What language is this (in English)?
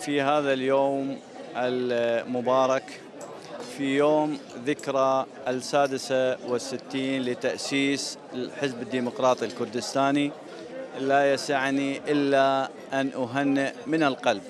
Kurdish